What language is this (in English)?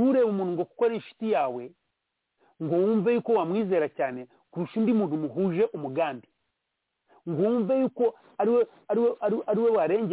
Kinyarwanda